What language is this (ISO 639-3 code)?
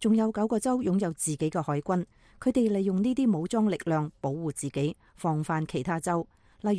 yue